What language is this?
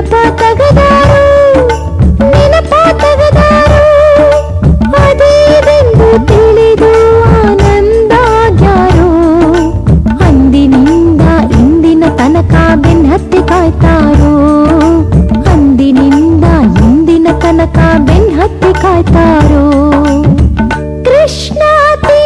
Kannada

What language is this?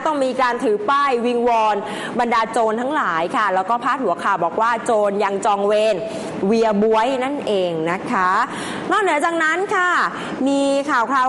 Thai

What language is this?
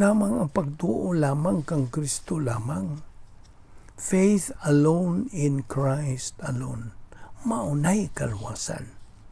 Cebuano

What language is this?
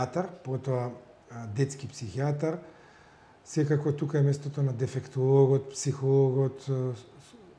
Macedonian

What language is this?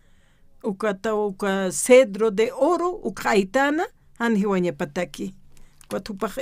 Aymara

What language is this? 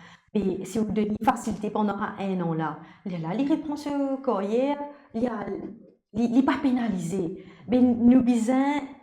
Morisyen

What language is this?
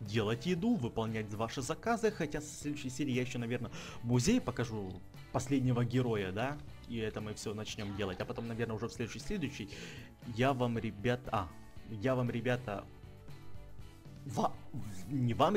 Russian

